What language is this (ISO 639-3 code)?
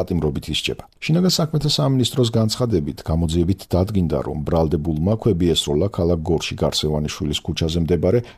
kat